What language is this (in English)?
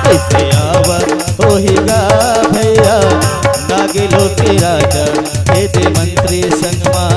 Chhattisgarhi